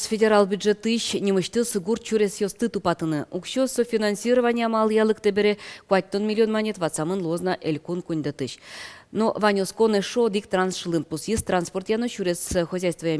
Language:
Udmurt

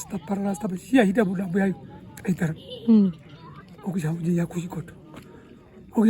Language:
Herero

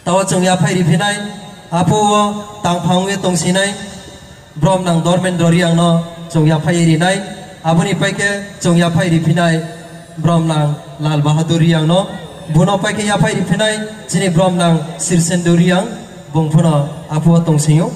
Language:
Riang (India)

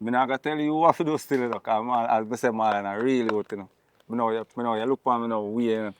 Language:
Jamaican Creole English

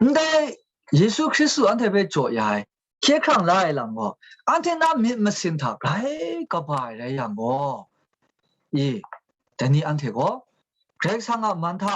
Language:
Kachin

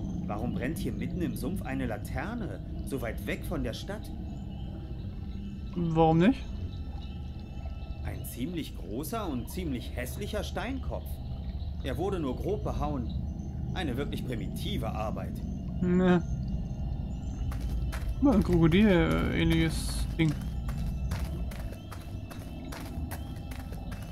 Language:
German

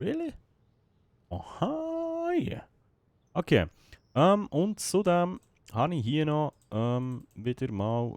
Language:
Swiss German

